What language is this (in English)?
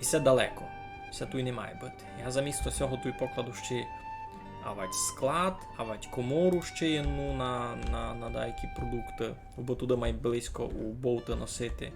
Rusyn